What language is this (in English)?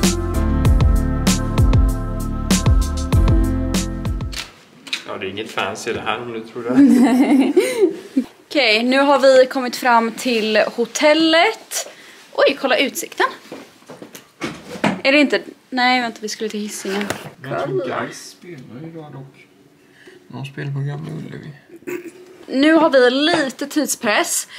Swedish